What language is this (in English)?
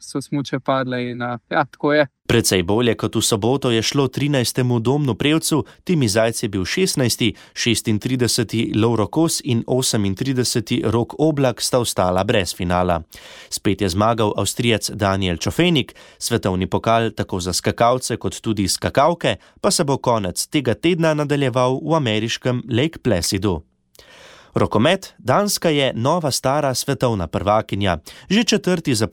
Slovenian